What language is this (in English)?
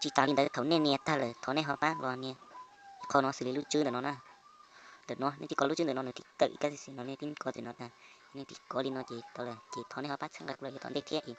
Hmong